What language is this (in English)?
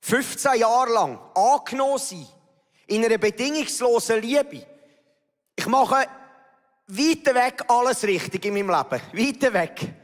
Swiss German